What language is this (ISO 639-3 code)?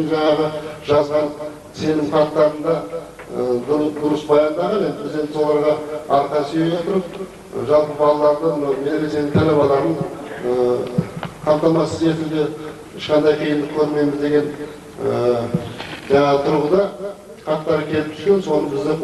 kaz